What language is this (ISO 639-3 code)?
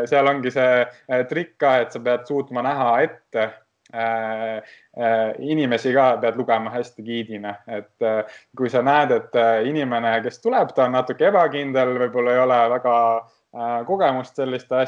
est